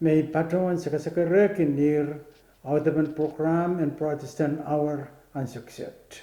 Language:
Pohnpeian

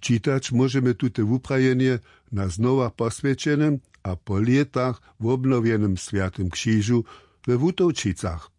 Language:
Upper Sorbian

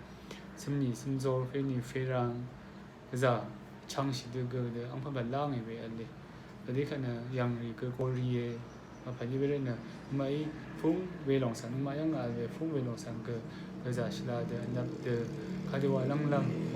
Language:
Rawang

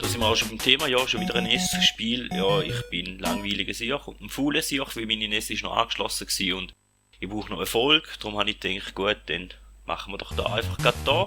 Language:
Swiss German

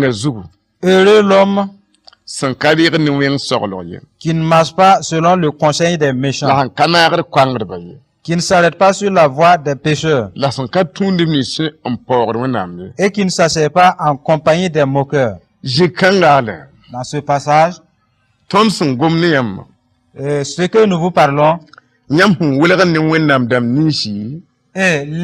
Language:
Mossi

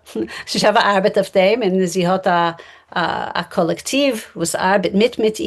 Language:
Yiddish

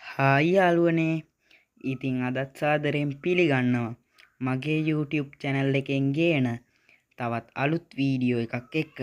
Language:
Sinhala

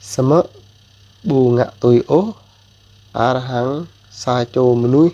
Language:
Jarai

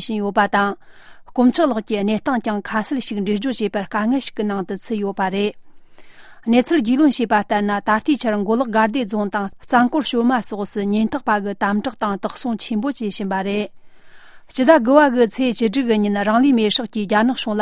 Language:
Tibetan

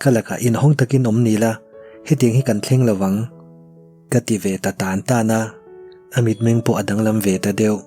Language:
Mizo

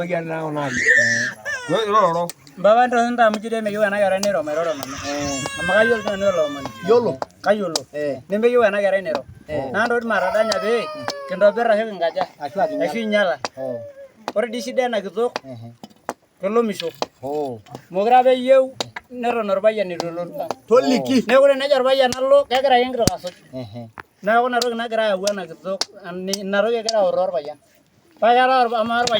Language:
Masai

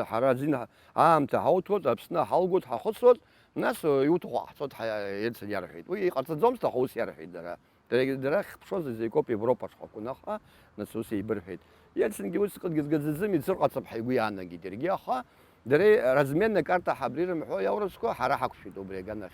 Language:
Abkhazian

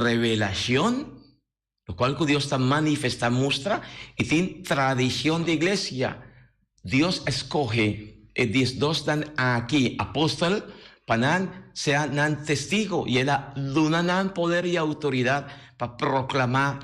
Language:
Papiamento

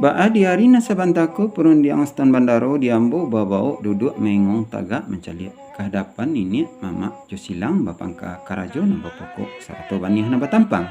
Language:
Minangkabau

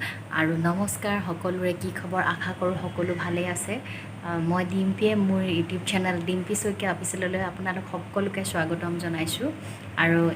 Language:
Assamese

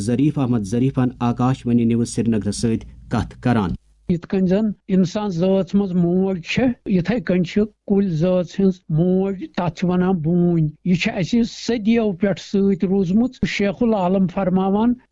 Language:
Kashmiri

